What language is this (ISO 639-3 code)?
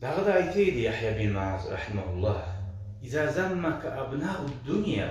kum